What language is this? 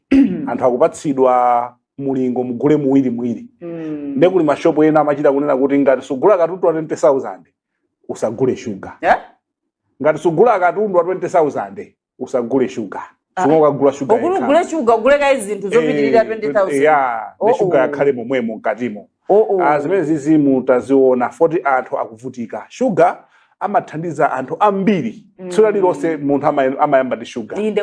Nyanja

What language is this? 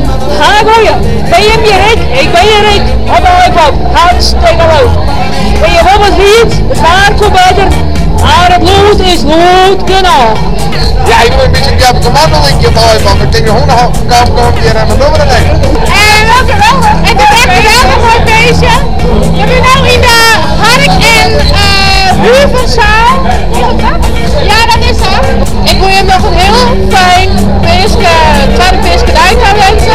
Western Frisian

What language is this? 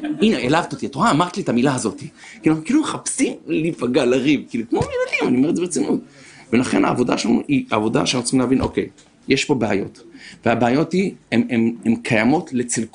Hebrew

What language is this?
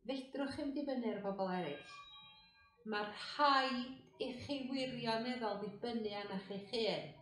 Welsh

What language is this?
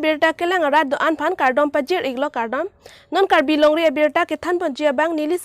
Karbi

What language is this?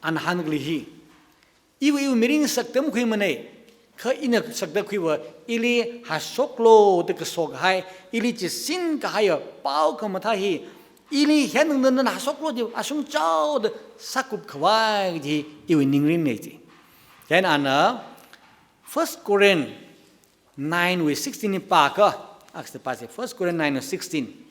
Tangkhul Naga (India)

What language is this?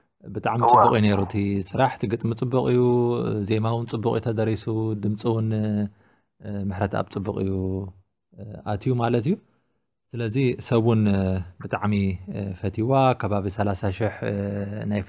Tigrinya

